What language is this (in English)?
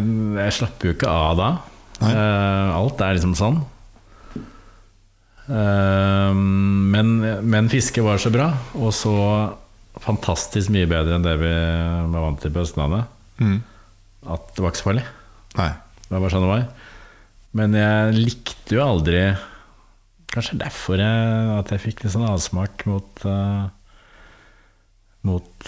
Norwegian